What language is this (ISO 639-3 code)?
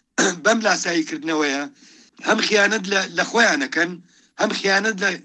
ckb